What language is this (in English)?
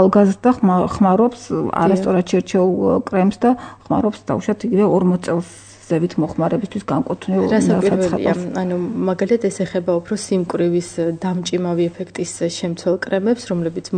Georgian